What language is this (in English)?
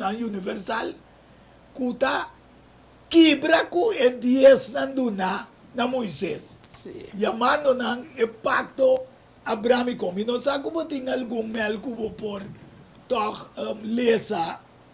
Papiamento